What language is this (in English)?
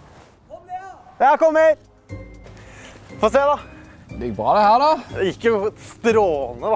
Norwegian